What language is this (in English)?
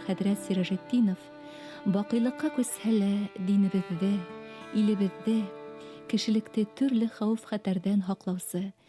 Bashkir